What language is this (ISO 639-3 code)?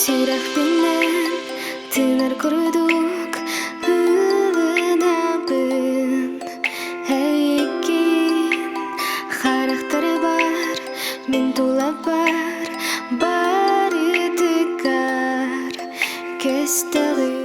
sah